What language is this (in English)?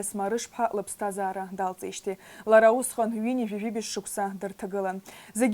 Abkhazian